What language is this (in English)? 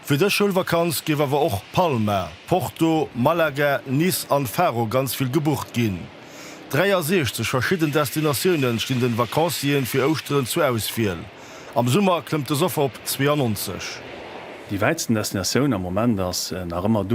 Luxembourgish